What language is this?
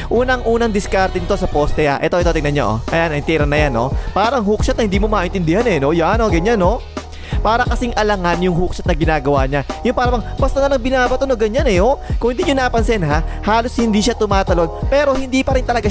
Filipino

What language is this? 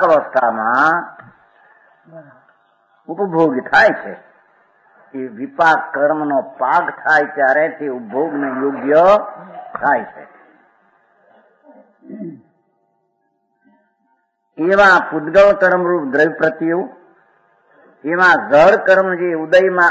Gujarati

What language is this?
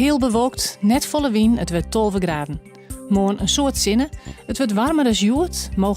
Western Frisian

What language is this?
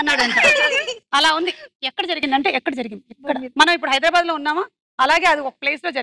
Telugu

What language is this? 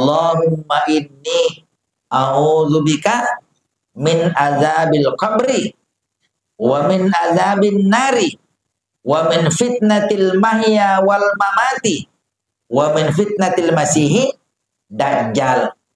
Buginese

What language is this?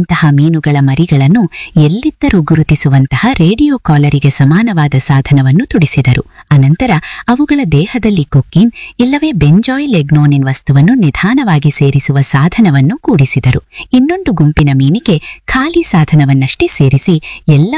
Kannada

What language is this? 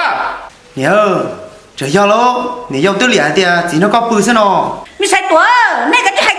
Hmong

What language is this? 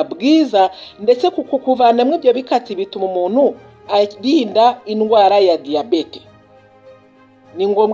Kinyarwanda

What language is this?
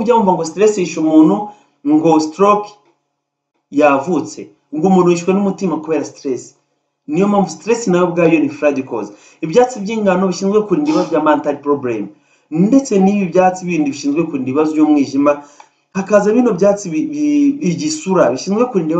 Kinyarwanda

